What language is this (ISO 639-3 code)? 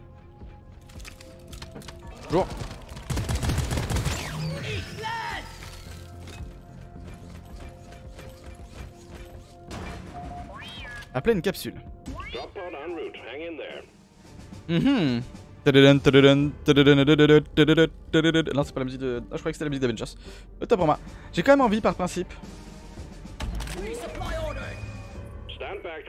fra